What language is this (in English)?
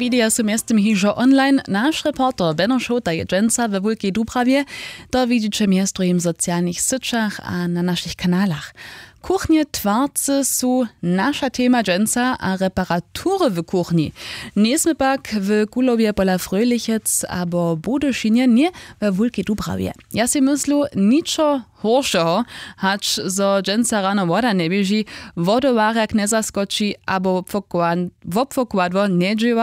Upper Sorbian